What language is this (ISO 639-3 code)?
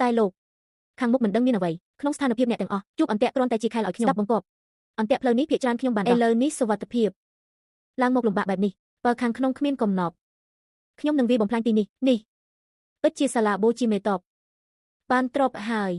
khm